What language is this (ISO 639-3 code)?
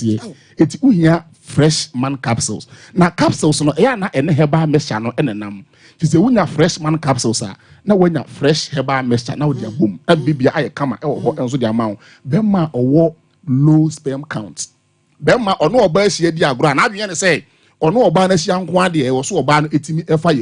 aka